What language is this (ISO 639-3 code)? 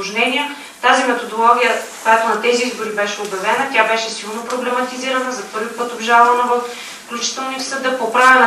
bul